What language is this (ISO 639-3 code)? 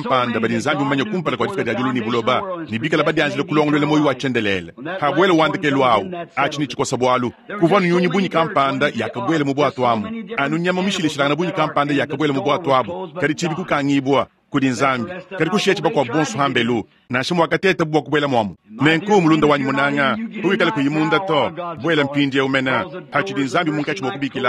lua